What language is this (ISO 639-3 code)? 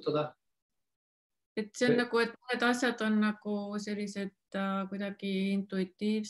est